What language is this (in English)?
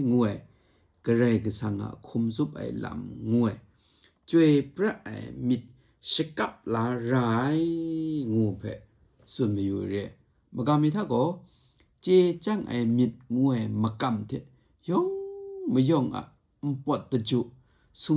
Kachin